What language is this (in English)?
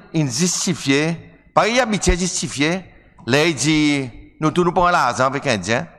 Seselwa Creole French